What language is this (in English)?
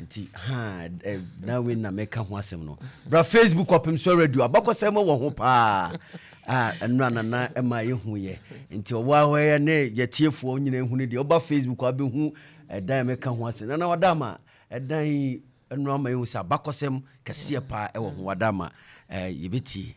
Akan